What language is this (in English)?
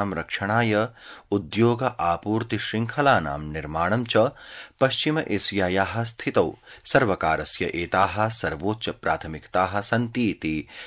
Sanskrit